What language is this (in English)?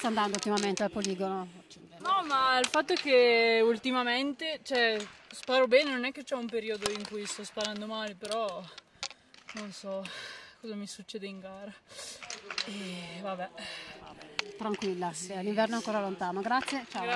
Italian